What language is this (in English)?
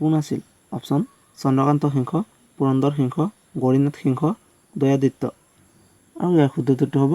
Assamese